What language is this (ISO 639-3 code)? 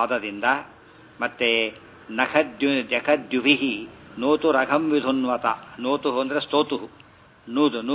kan